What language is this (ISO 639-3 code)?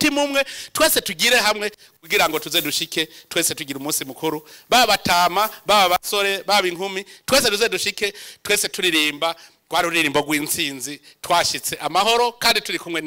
run